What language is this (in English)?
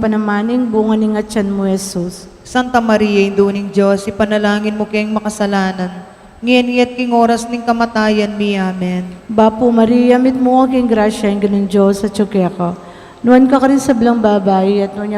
Pampanga